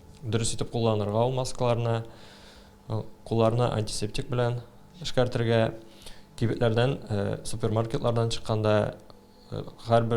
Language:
Tatar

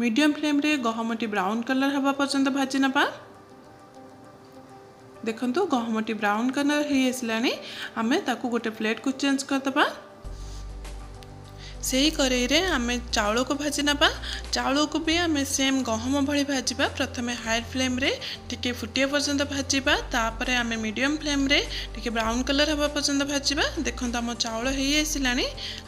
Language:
Odia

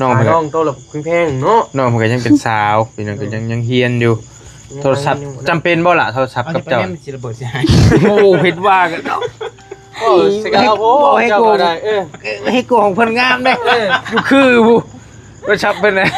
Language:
Northeastern Thai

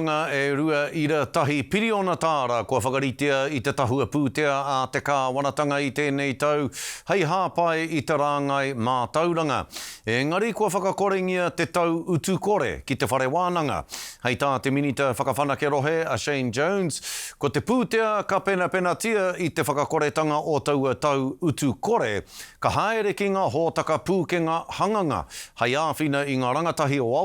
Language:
Māori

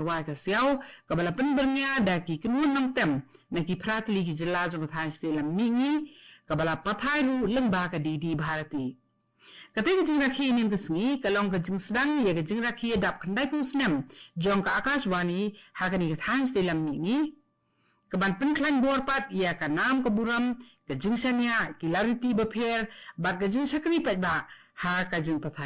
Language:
Khasi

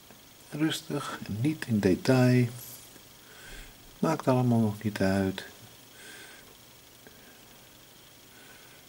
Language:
Dutch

